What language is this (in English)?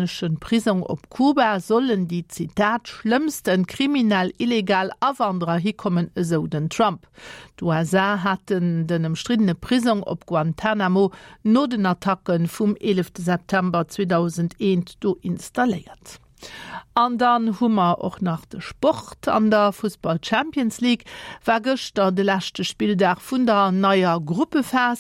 Luxembourgish